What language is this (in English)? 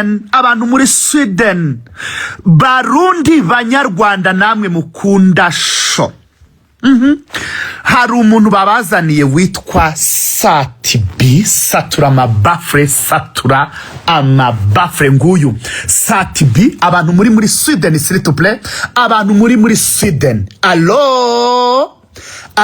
Kinyarwanda